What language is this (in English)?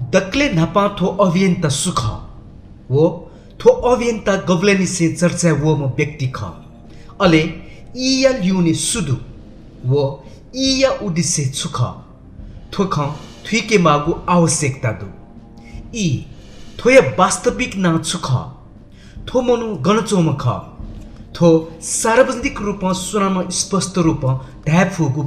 Newari